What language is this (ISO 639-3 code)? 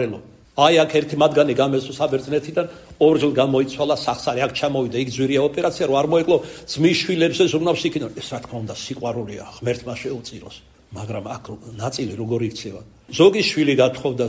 kat